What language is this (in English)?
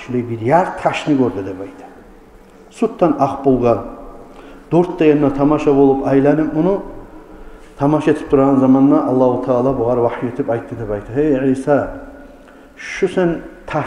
Kumyk